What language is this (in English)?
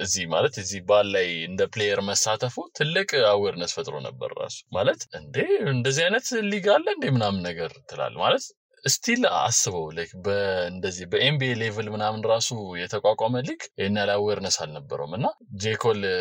Amharic